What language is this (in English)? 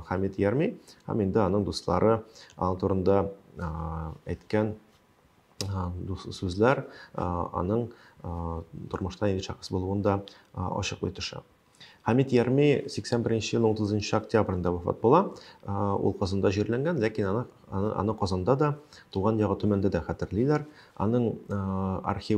Tatar